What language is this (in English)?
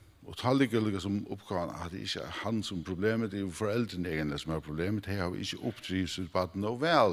Faroese